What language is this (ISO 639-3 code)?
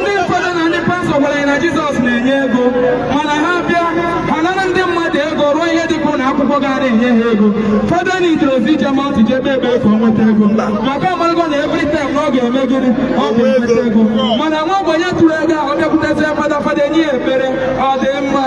ibo